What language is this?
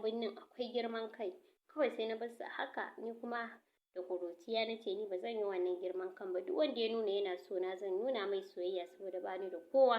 Hausa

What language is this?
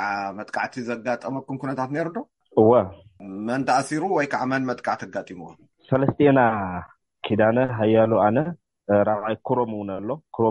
Tigrinya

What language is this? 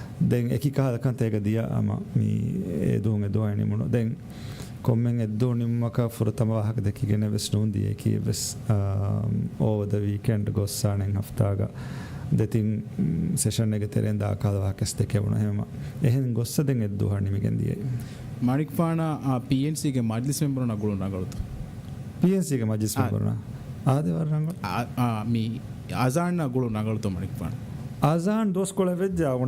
Divehi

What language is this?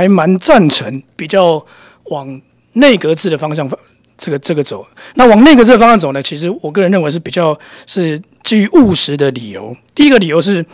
Chinese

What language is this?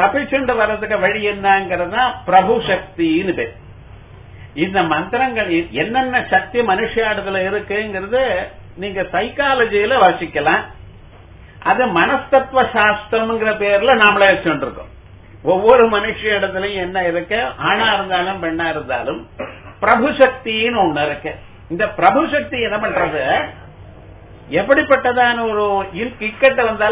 Tamil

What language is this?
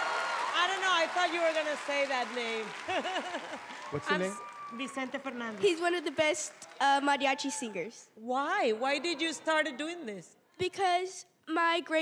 English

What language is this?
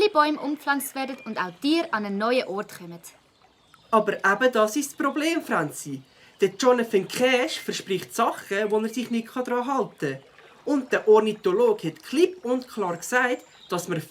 Swiss German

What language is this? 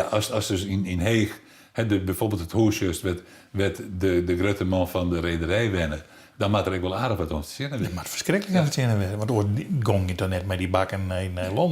Western Frisian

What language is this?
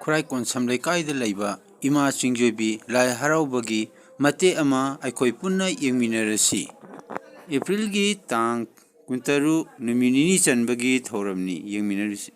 Manipuri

